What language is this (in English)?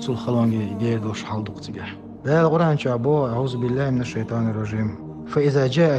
Chechen